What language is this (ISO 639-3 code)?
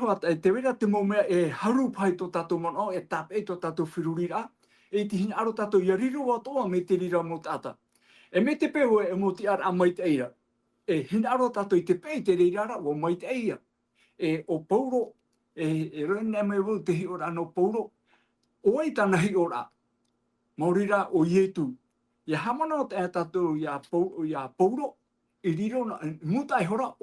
tah